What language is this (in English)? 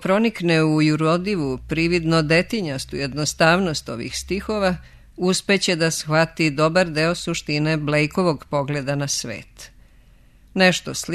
Serbian